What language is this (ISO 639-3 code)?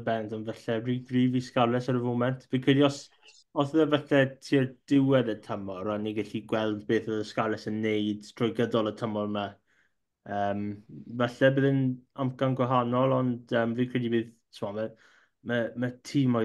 cym